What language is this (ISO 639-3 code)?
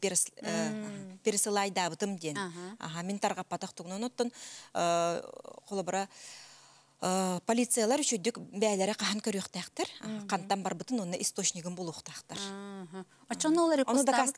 sah